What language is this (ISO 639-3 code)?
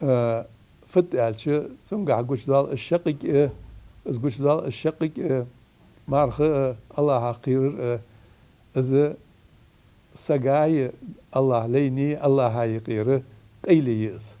inh